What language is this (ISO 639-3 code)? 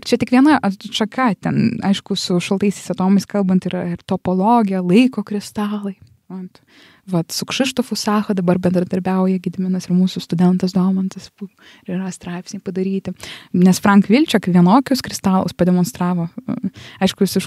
lit